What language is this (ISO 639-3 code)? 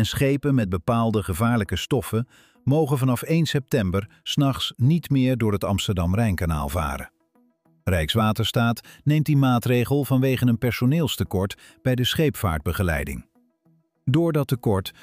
nld